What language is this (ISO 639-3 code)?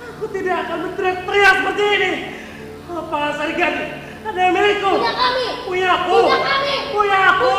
bjn